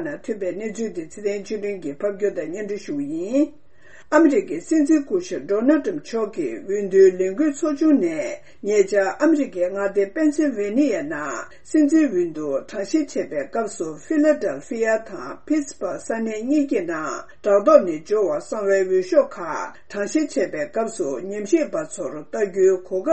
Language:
Tibetan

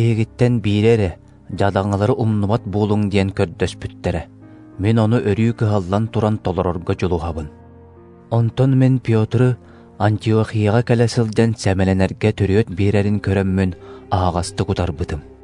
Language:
Yakut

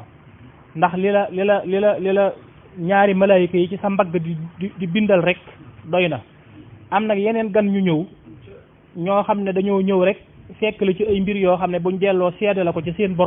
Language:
Wolof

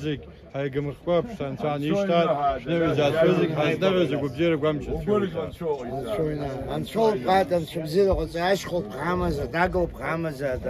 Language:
Abkhazian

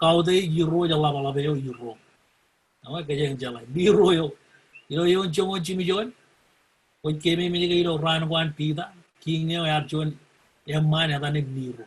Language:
Marshallese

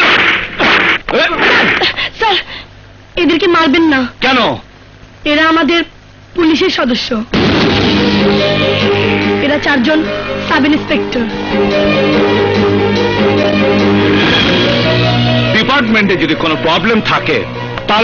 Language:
Bangla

